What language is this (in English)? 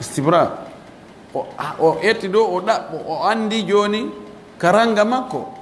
Pular